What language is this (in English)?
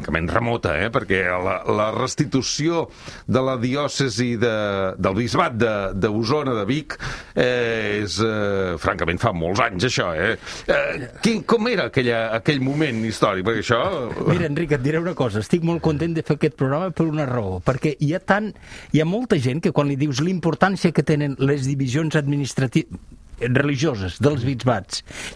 Catalan